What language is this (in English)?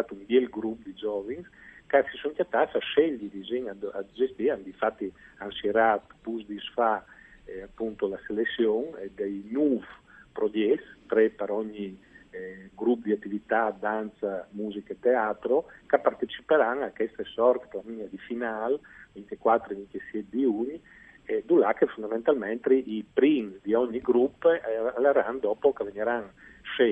Friulian